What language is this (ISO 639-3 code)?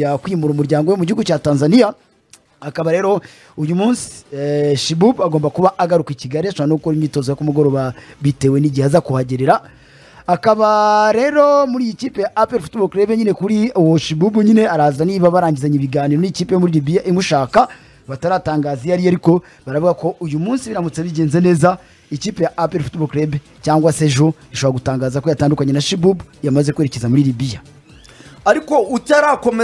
kin